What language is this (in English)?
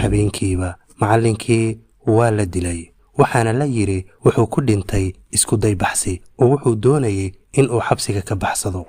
Somali